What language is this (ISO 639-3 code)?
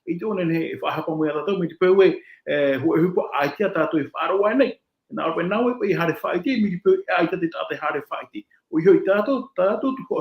tah